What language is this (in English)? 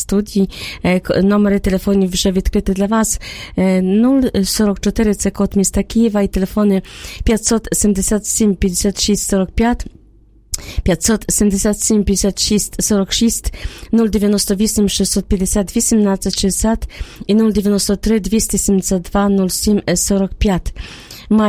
Ukrainian